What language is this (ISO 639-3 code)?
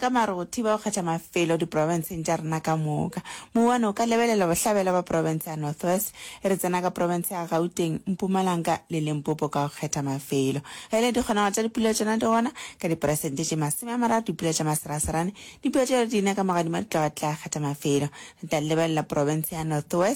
nso